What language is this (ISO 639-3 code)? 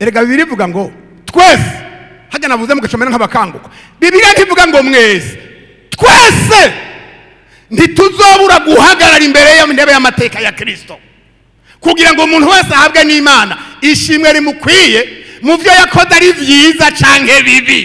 run